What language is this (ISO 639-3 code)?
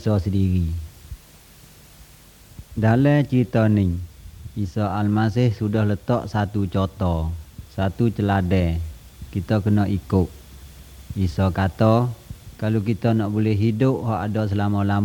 msa